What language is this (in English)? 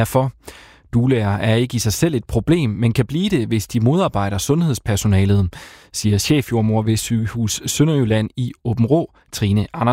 Danish